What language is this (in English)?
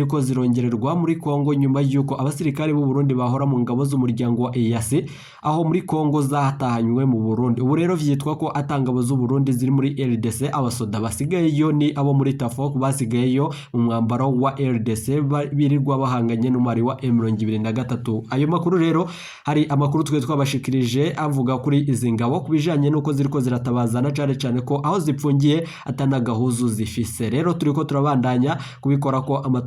Rundi